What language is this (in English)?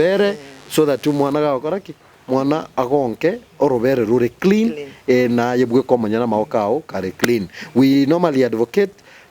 Gusii